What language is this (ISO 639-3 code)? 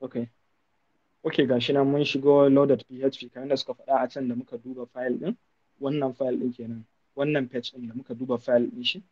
hau